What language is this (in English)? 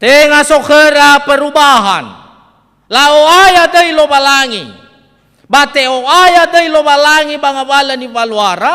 Nias